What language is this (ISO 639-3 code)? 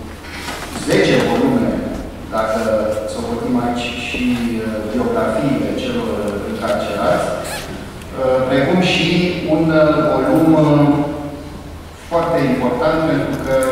ron